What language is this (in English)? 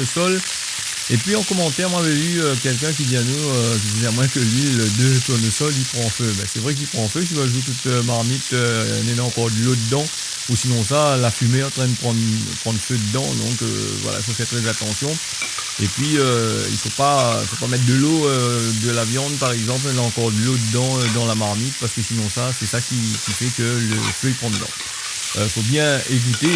Réunion Creole French